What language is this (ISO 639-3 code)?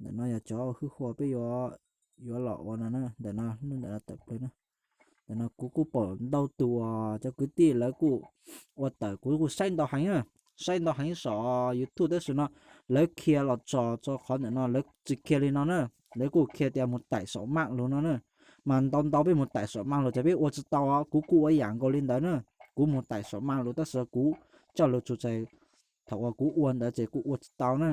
hmn